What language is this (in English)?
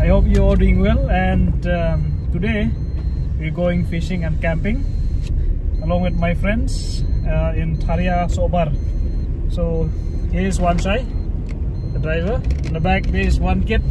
Khasi